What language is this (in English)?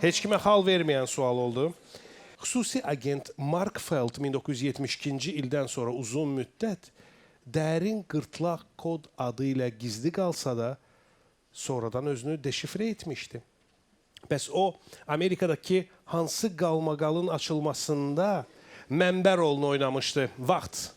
Azerbaijani